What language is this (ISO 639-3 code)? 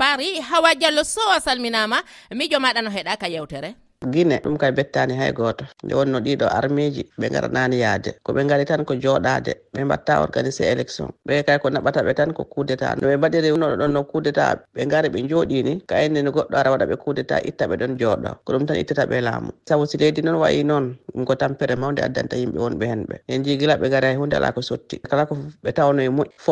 fuv